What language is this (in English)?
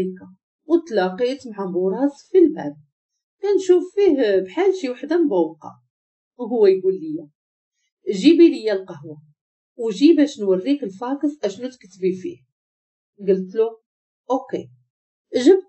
Moroccan Arabic